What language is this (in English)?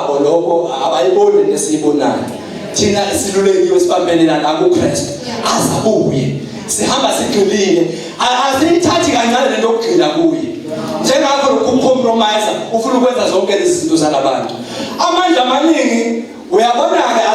Zulu